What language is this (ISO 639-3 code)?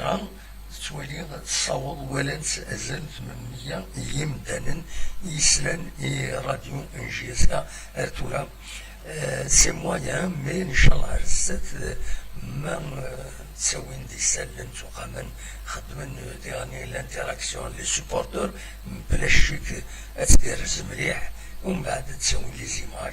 kab